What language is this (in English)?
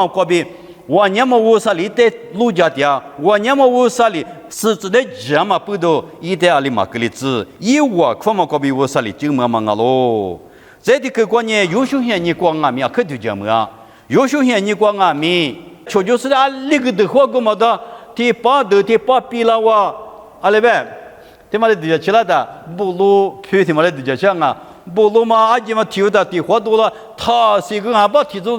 Lisu